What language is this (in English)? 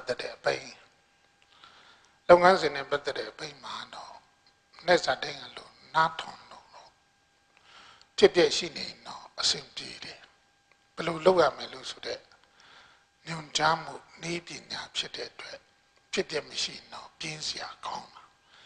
Burmese